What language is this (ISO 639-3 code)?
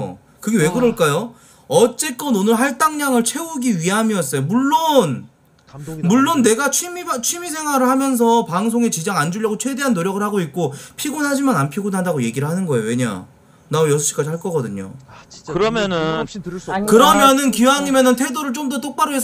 kor